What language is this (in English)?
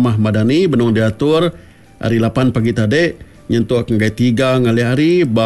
Iban